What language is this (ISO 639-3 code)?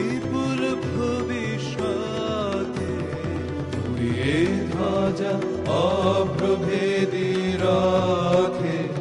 ben